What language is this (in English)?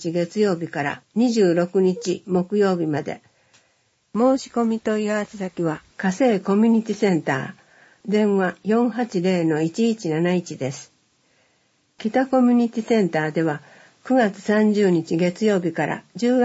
Japanese